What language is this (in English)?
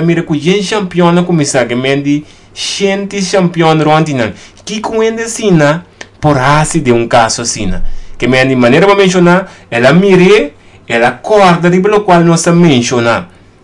Papiamento